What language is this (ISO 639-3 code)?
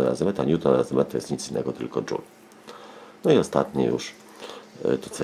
pol